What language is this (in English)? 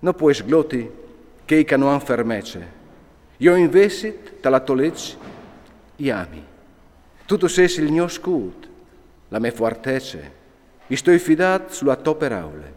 Friulian